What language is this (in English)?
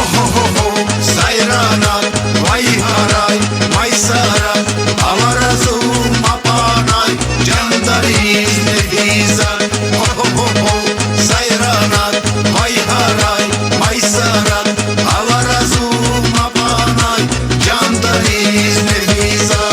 Tabassaran